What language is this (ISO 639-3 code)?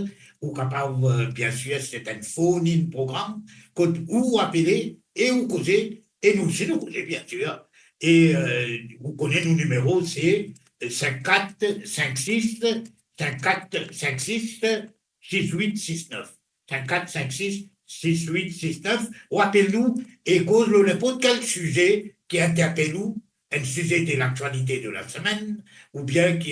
mfe